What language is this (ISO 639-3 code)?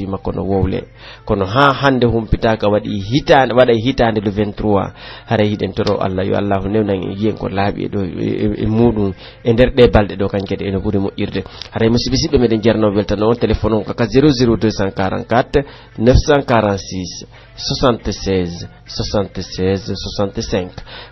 fuf